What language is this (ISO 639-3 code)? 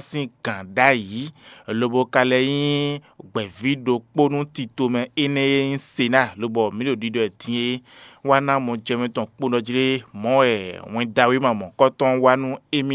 fon